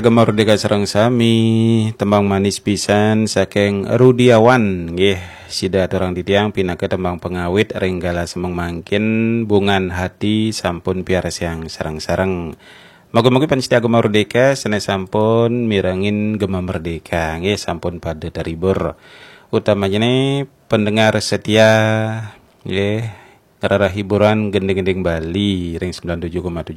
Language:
Balinese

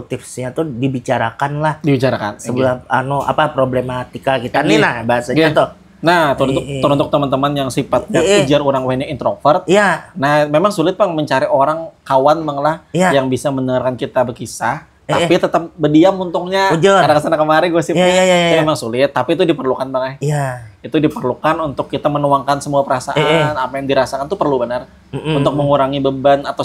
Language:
Banjar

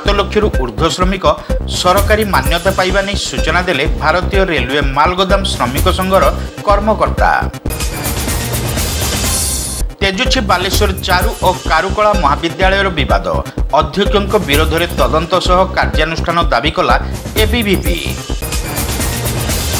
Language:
Odia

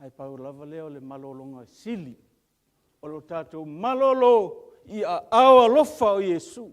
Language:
Samoan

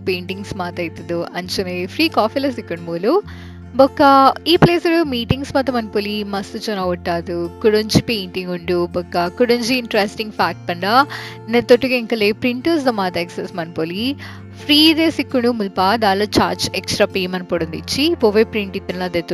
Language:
Tulu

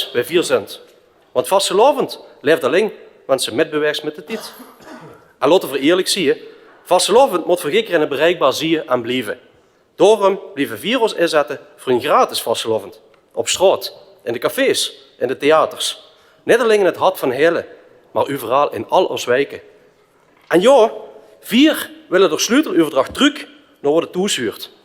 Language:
Limburgish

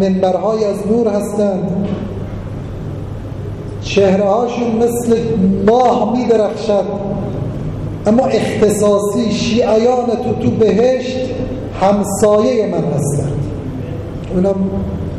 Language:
Persian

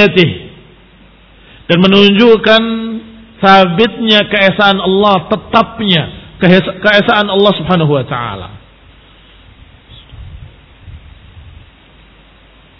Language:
Indonesian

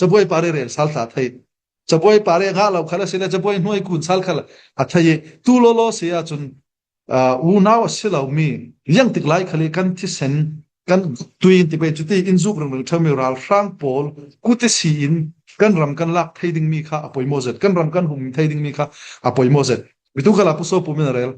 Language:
Falam Chin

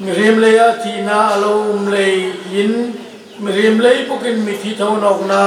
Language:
Hmar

